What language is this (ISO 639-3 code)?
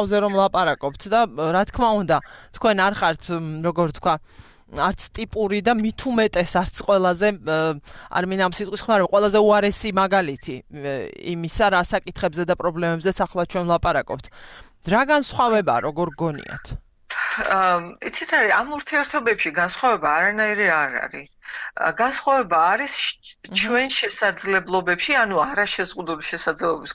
kat